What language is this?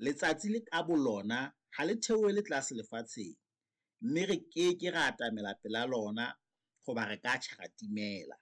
Southern Sotho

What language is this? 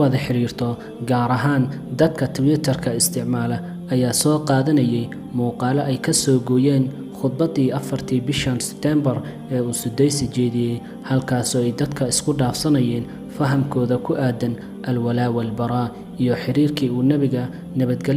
Somali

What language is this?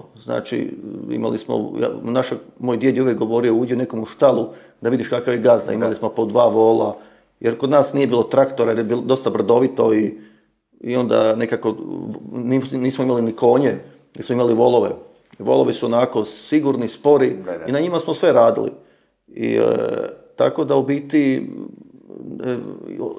Croatian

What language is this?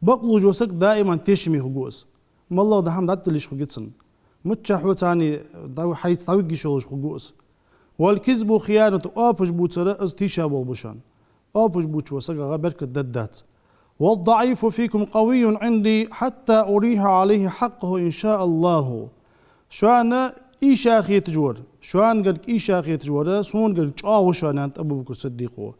Ingush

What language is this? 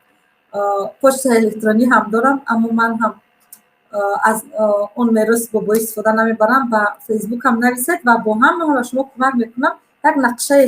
Tajik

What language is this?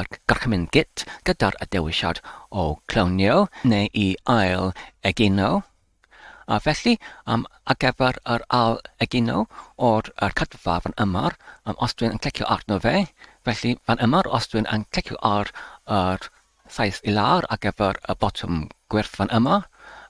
Welsh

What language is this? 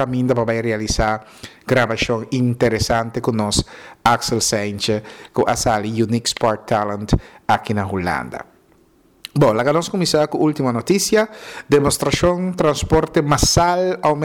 Papiamento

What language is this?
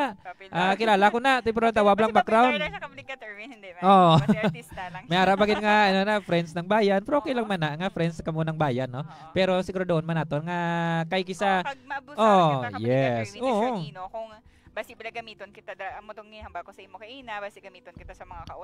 Hiligaynon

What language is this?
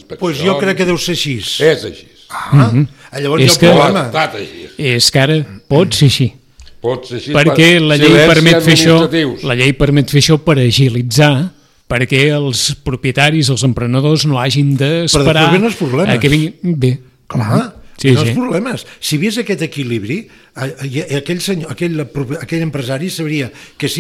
Catalan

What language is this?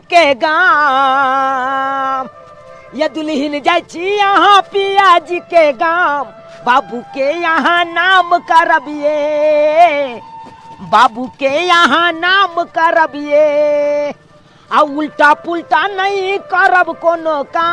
Maithili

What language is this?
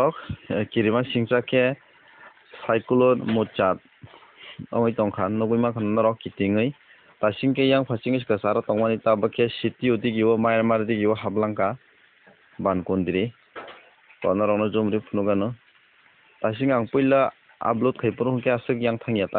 Kok Borok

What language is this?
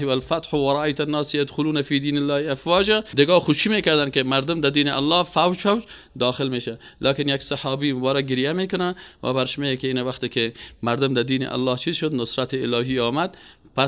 Persian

